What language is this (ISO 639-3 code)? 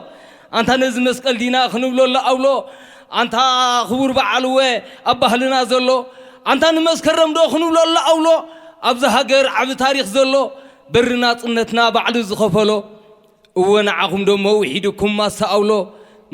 tir